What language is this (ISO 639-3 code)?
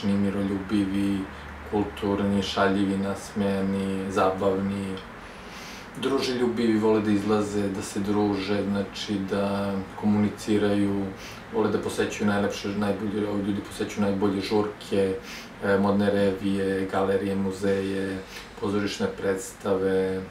srp